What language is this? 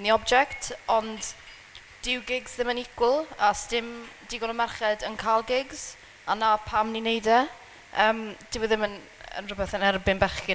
Welsh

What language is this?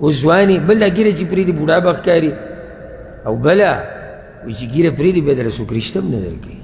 Pashto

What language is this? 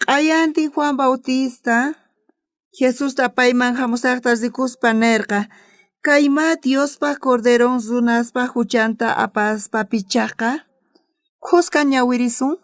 South Bolivian Quechua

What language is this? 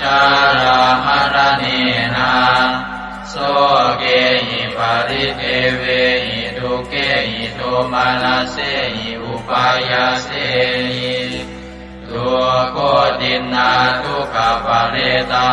Pali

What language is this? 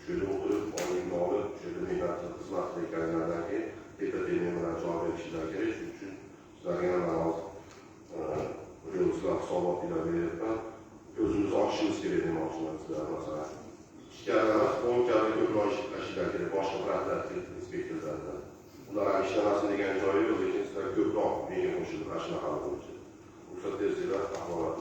Uzbek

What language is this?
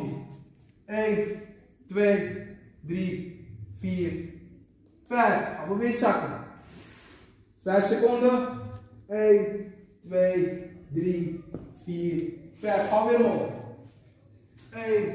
Dutch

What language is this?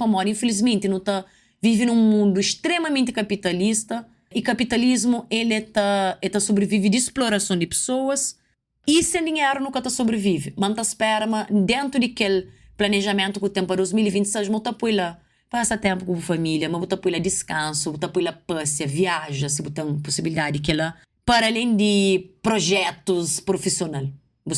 Kabuverdianu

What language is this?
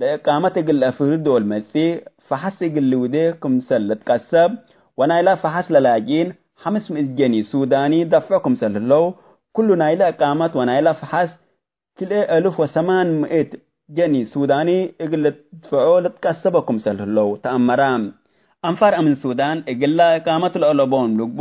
Tigre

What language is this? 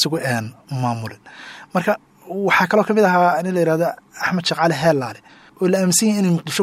Somali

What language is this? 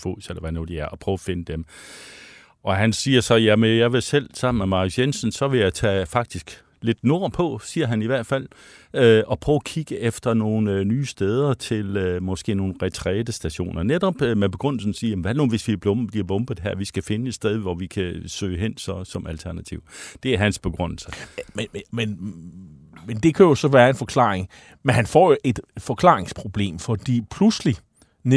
Danish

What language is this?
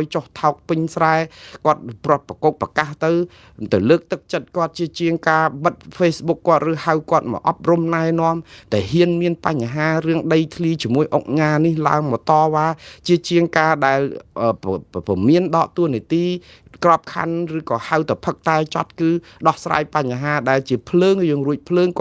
Khmer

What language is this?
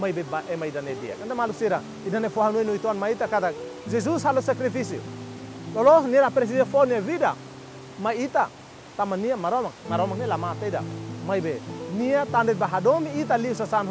Tetum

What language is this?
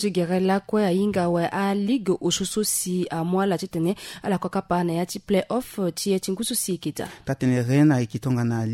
Sango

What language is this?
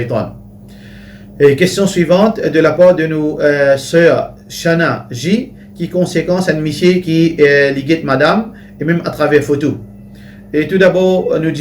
Morisyen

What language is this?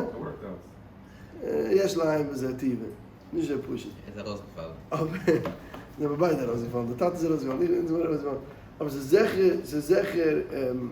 Yiddish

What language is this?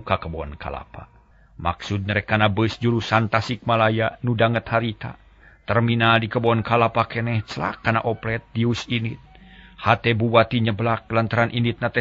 Sundanese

